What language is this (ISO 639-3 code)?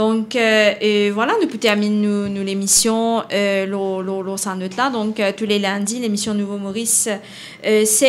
mfe